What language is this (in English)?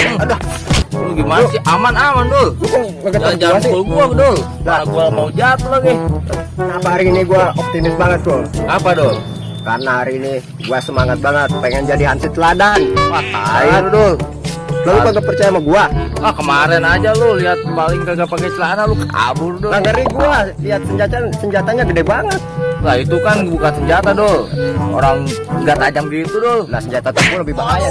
Betawi